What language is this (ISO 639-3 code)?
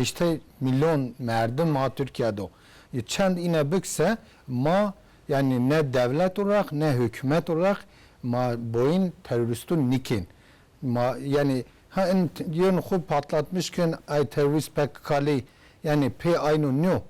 zza